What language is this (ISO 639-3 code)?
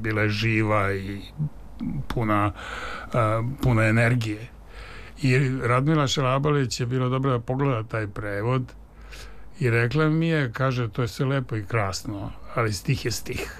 srp